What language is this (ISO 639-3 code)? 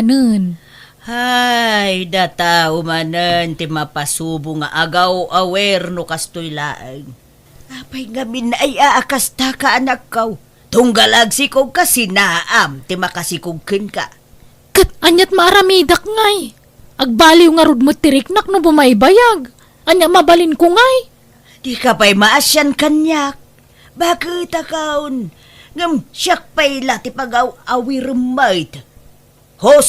ilo